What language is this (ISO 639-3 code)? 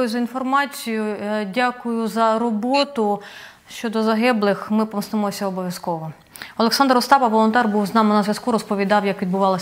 ukr